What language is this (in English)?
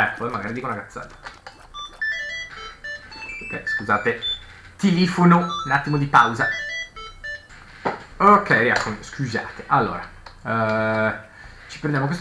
Italian